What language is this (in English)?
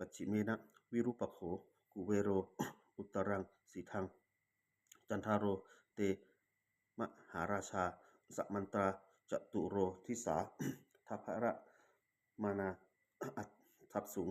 Pali